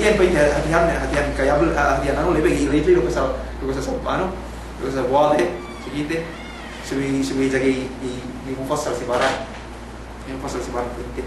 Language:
Yakan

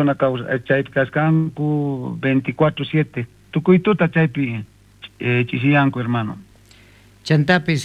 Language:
South Bolivian Quechua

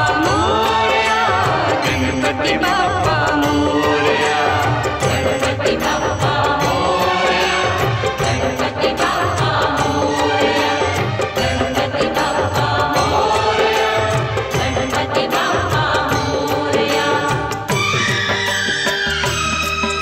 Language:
Hindi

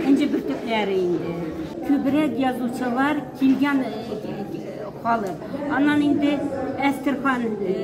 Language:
Tatar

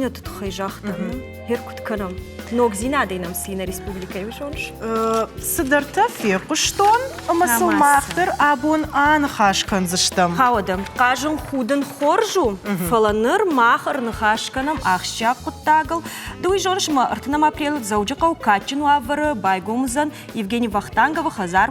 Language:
Ossetic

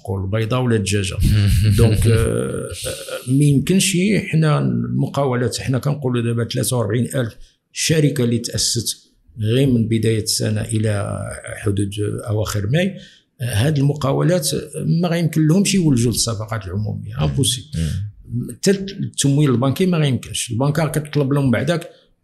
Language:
Moroccan Arabic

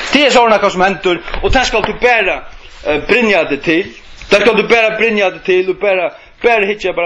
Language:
Faroese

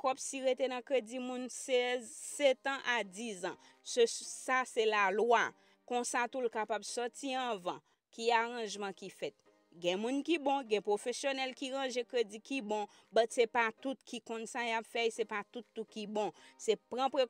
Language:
Haitian Creole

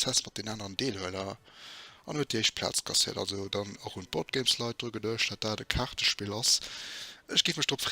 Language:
Luxembourgish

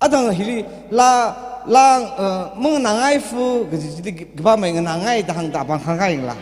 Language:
Tangkhul Naga (India)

